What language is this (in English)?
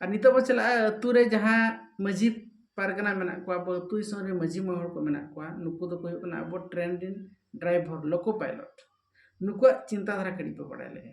Santali